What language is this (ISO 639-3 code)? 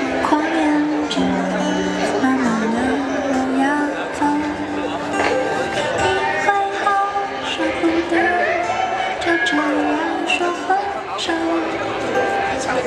zho